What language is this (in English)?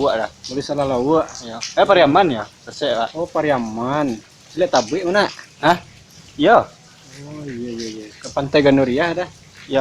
Minangkabau